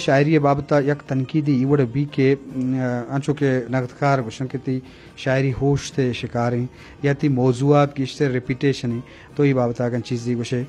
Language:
Eastern Balochi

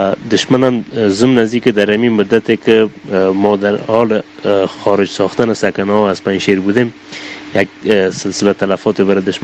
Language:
Persian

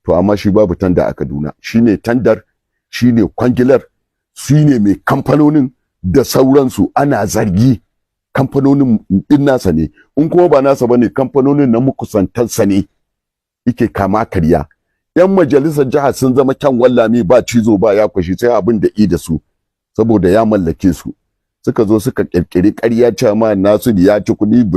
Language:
Hausa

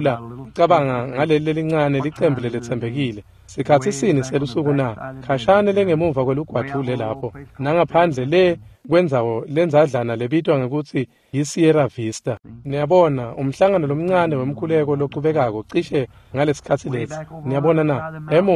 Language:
Swati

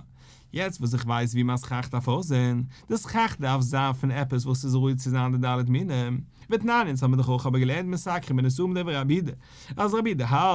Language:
Yiddish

